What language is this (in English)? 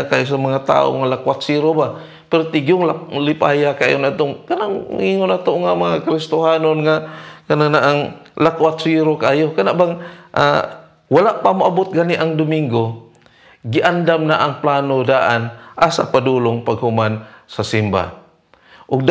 Cebuano